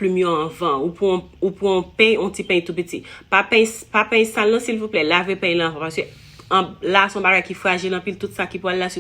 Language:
Haitian Creole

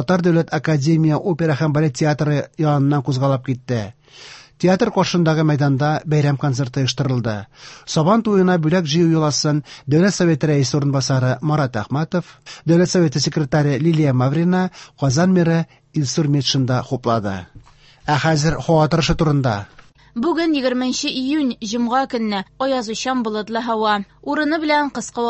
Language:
Tatar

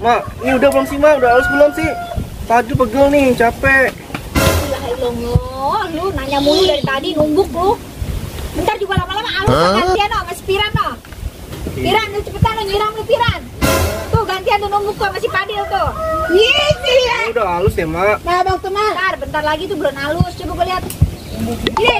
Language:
Betawi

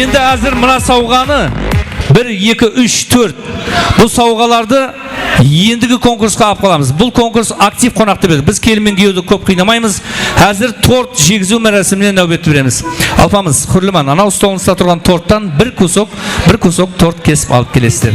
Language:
Kara-Kalpak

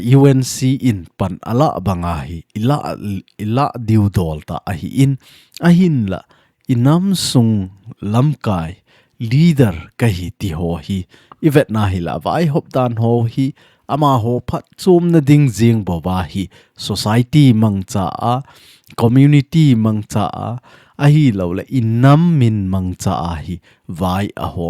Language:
Thado Chin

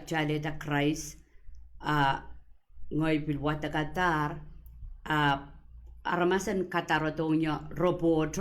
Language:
Pohnpeian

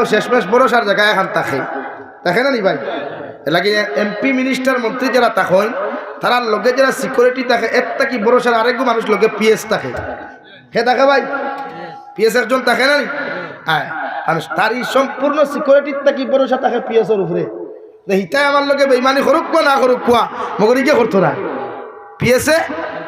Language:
Sylheti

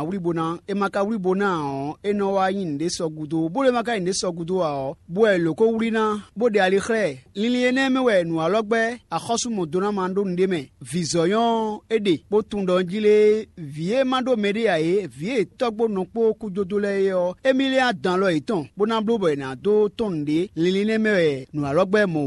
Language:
Fon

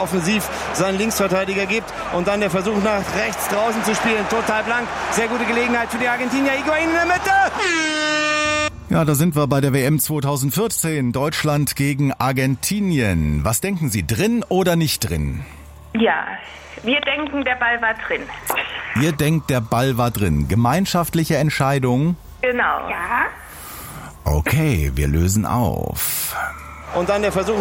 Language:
German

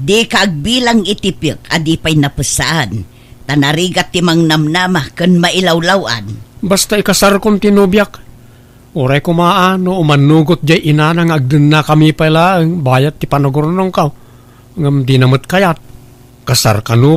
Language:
Iloko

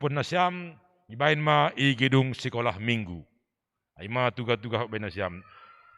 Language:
Batak Simalungun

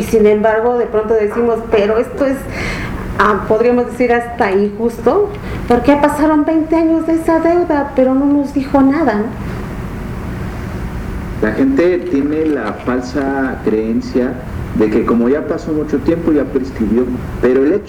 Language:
Spanish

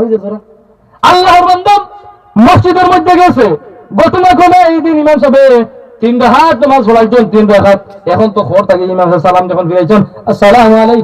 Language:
Sylheti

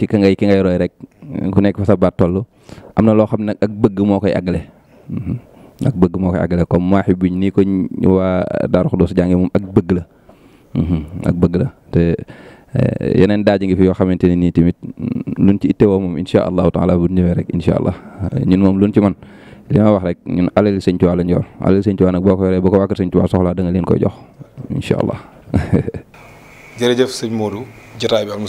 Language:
Wolof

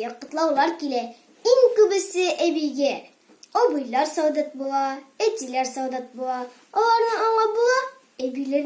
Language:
Tatar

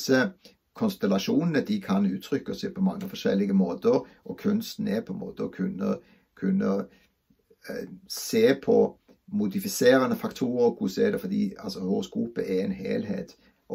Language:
Norwegian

